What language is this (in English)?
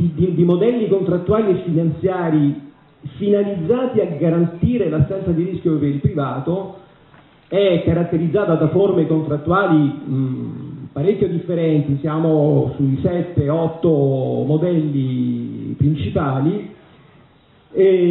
Italian